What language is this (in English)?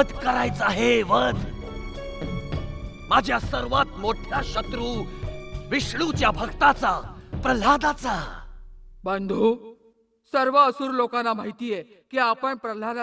Marathi